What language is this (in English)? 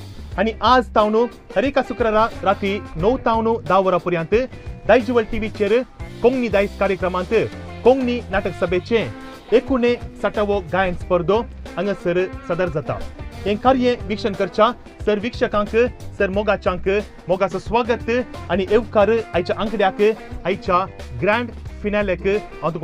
Konkani